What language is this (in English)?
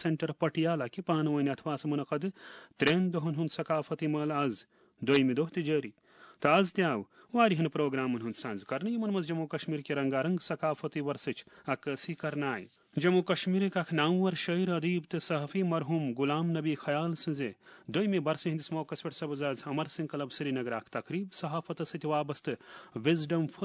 Kashmiri